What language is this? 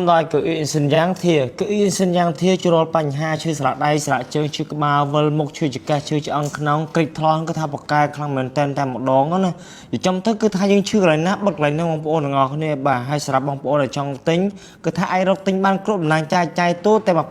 Khmer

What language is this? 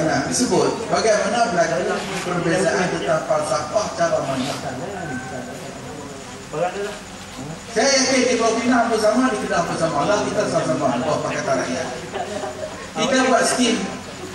Malay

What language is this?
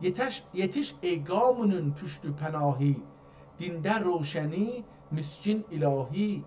South Azerbaijani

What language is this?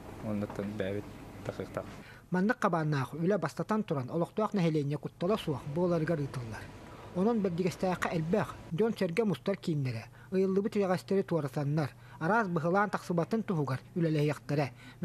Yakut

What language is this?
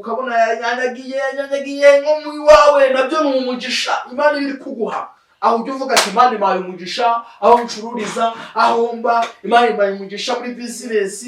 Kinyarwanda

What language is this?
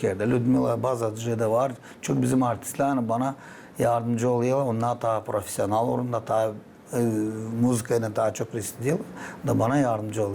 Gagauz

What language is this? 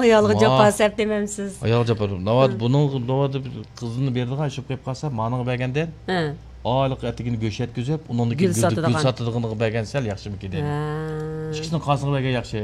Uyghur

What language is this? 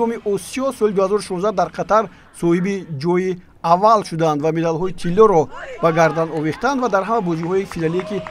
Tajik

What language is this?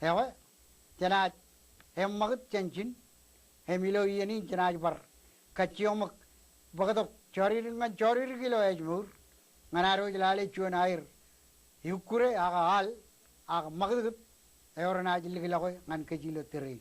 Marshallese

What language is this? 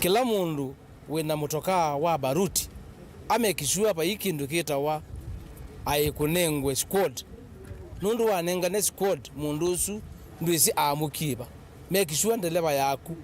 Kamba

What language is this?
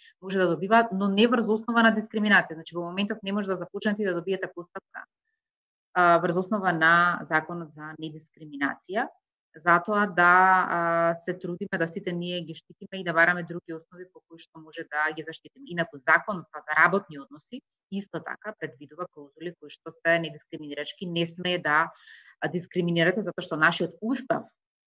Macedonian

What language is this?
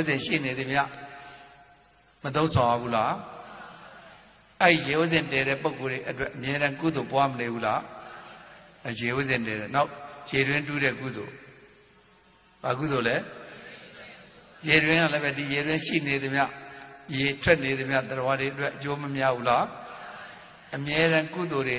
Burmese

